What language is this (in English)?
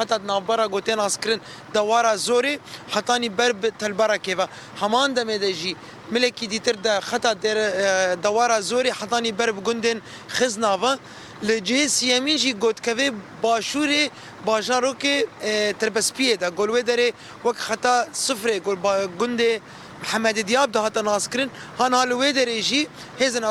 Kurdish